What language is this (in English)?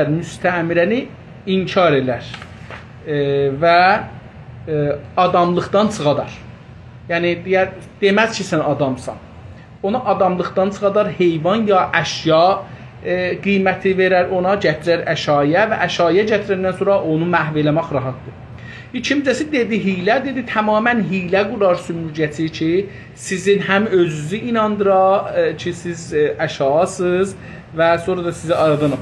South Azerbaijani